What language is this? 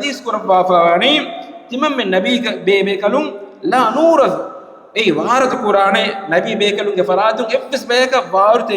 Divehi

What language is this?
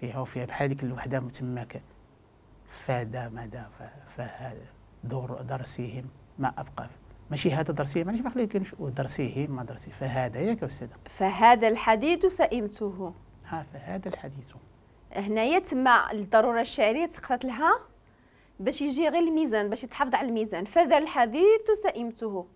Moroccan Arabic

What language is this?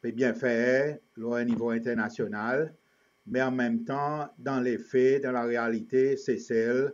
Seselwa Creole French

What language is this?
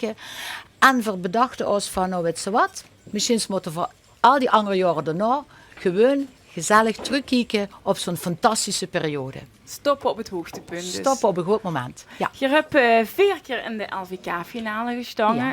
Limburgish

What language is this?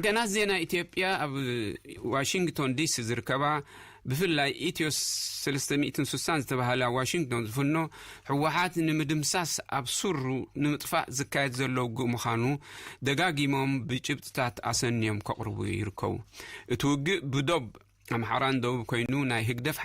Tigrinya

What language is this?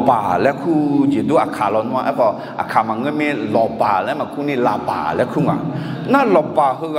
Akha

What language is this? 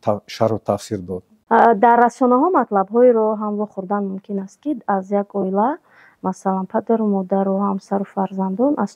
Tajik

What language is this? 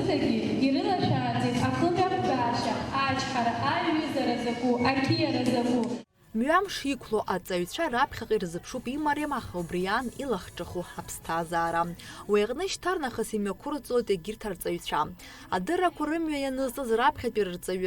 Abkhazian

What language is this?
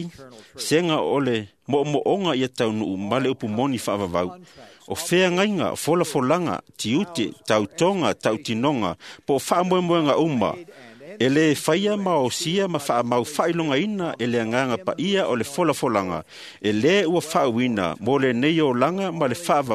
Samoan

